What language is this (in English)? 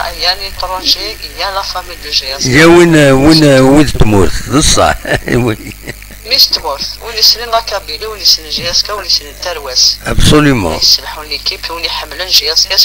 Kabyle